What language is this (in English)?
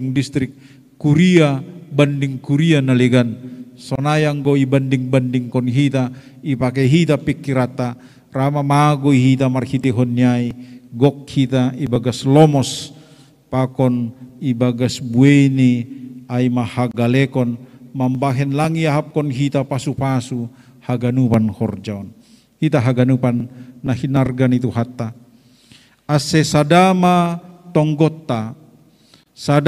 Batak Simalungun